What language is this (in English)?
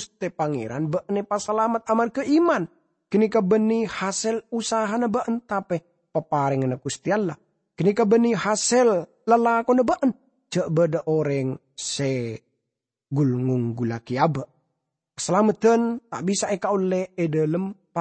Madurese